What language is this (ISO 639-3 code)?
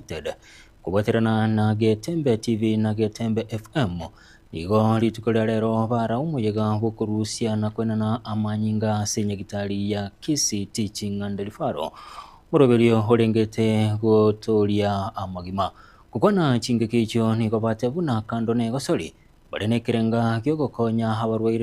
guz